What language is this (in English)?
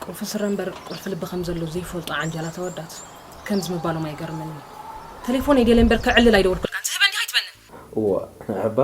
Tigrinya